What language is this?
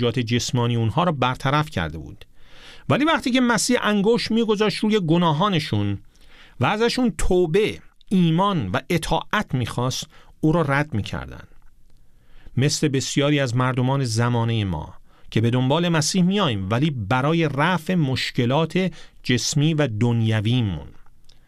Persian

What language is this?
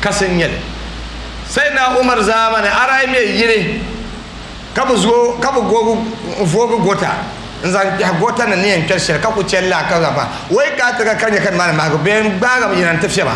Dagbani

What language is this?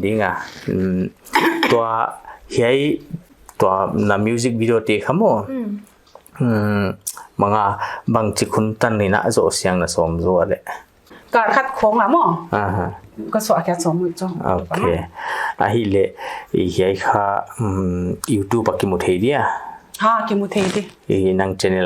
Paite Chin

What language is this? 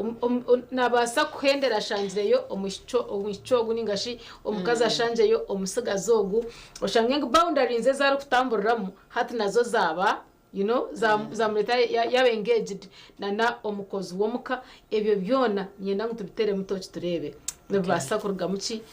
Nyankole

